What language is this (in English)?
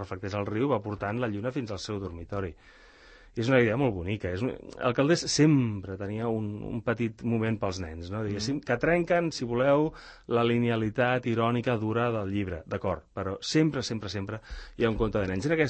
Catalan